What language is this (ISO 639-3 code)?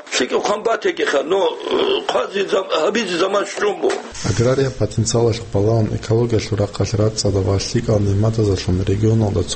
ava